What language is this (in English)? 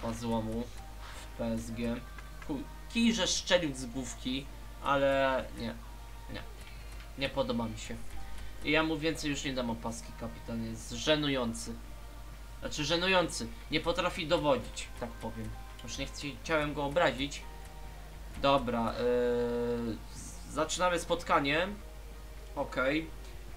Polish